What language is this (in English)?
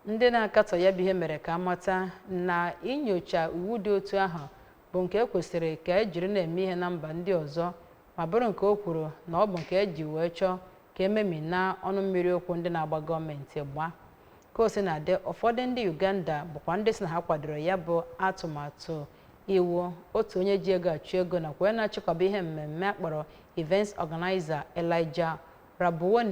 Igbo